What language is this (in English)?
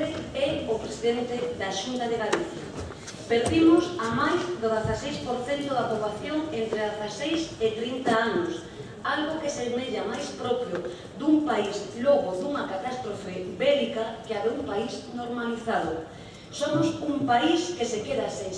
Galician